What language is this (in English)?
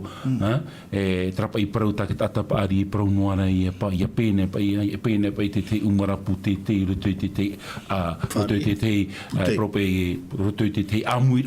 Tahitian